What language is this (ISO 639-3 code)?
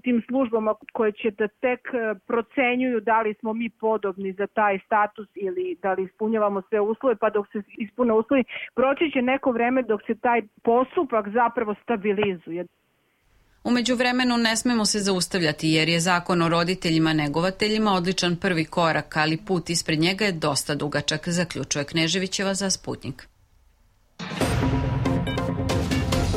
srp